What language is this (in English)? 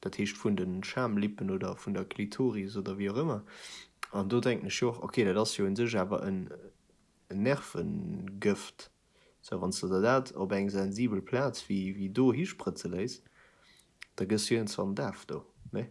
Luxembourgish